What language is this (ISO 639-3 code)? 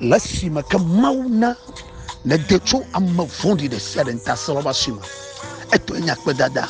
ewe